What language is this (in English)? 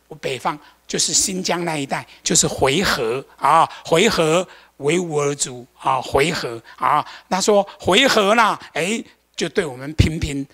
Chinese